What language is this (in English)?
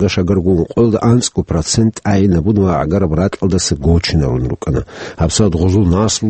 Avaric